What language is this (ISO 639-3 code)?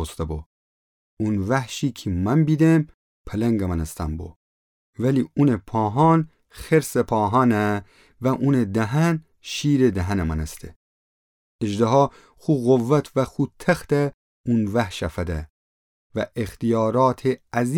glk